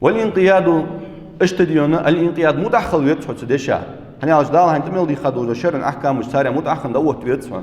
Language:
Ingush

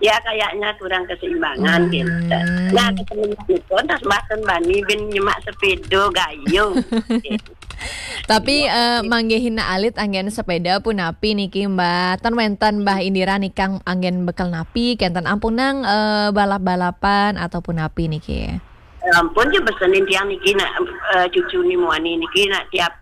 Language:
Balinese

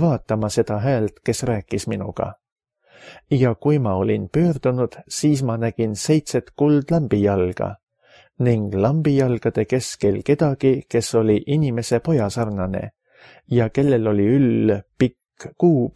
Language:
Estonian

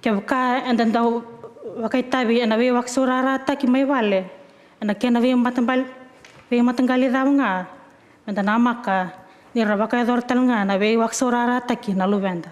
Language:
Fijian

